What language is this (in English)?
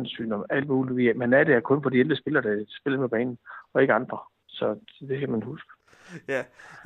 Danish